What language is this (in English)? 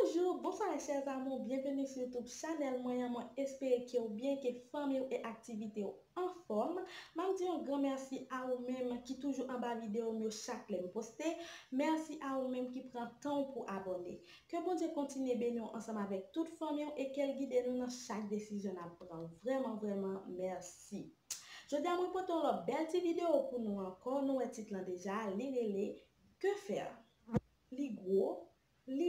Haitian Creole